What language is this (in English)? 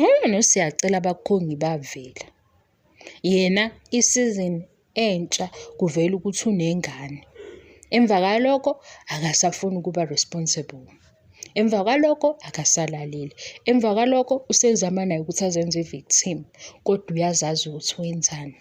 Zulu